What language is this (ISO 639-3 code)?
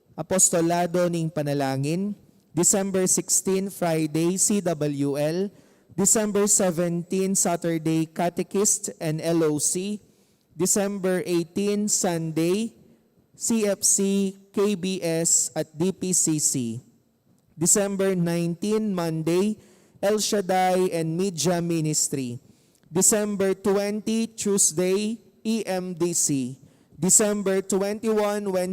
pam